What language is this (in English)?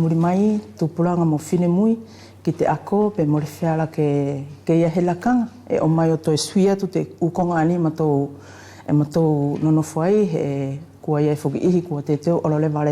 Wallisian